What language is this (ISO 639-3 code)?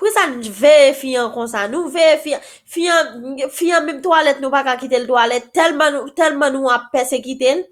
hat